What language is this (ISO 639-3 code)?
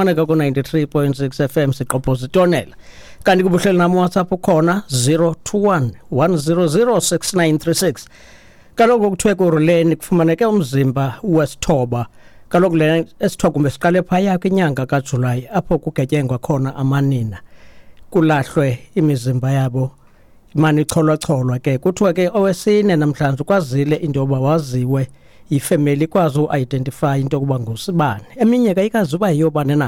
xho